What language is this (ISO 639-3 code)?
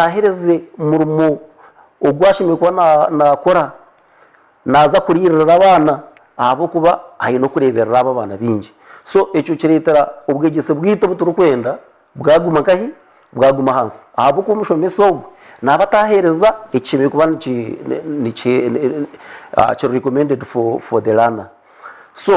nyn